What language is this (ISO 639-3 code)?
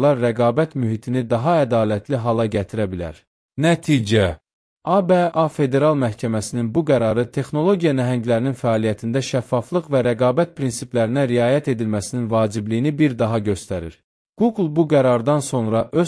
aze